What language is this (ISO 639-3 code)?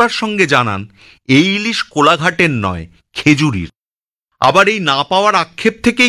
ben